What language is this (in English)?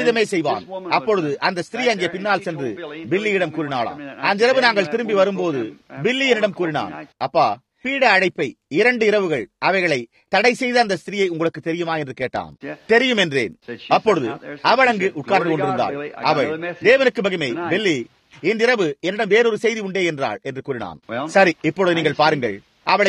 Tamil